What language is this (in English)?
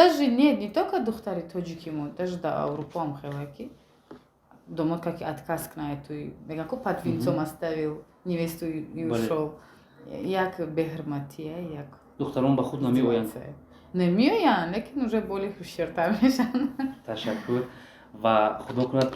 Tajik